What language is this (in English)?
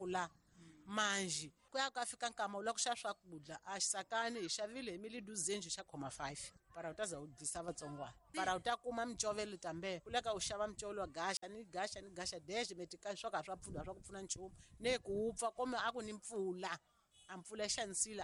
Tsonga